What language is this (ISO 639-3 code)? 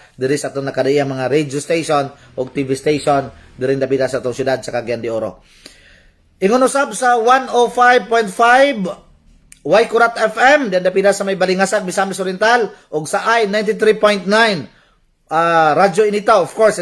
ceb